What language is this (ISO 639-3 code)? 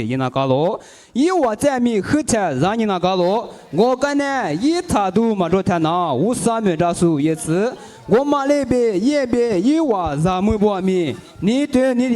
lis